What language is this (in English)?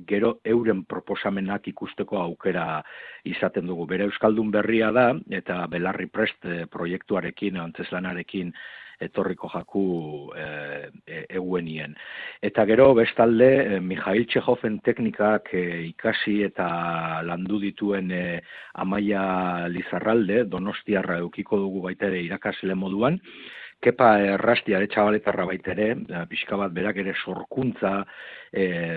Basque